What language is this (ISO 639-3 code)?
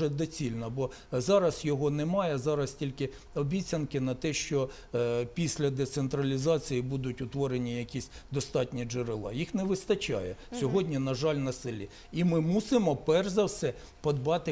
ukr